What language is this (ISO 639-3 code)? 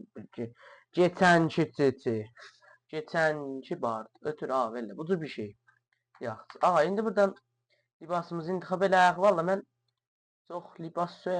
azb